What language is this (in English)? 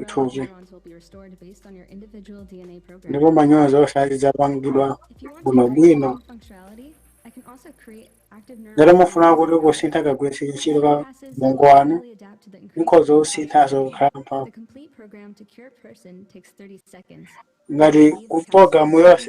Nyanja